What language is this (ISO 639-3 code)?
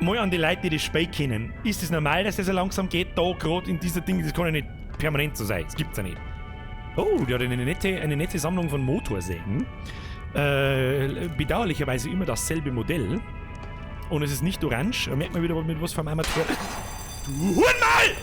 bar